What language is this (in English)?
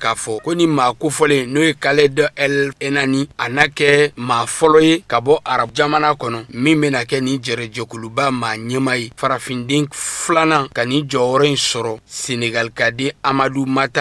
Bambara